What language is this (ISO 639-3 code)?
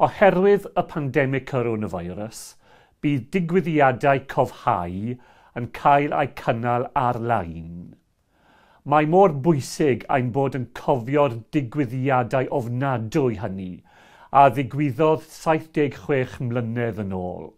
cym